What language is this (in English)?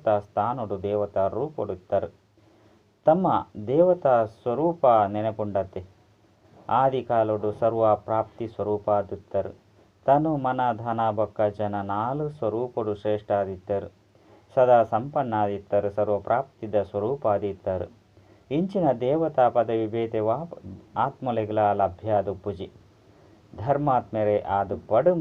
Tulu